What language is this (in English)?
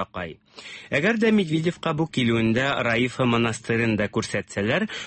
Tatar